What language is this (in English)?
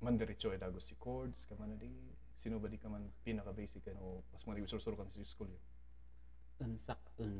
Kankanaey